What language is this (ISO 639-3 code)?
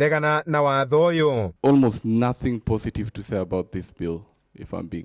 kik